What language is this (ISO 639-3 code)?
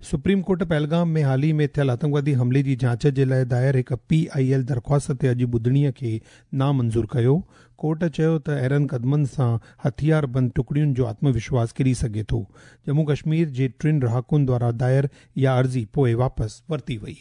snd